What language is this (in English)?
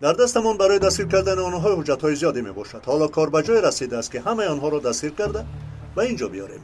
Tajik